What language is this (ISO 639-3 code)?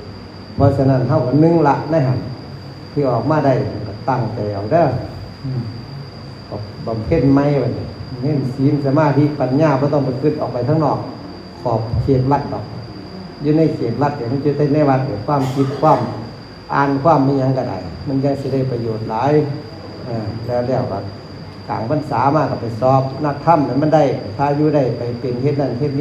tts